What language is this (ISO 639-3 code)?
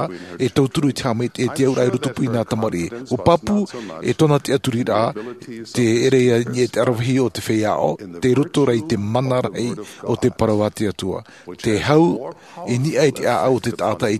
tah